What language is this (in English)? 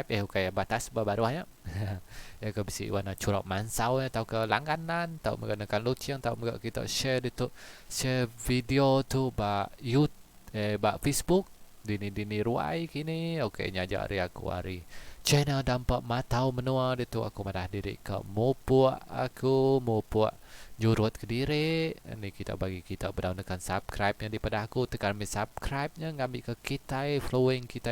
Iban